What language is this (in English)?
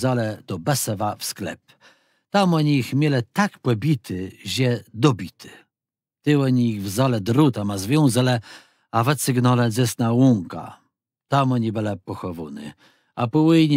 Kashubian